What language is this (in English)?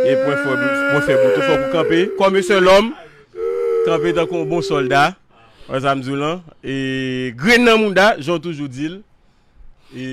Haitian Creole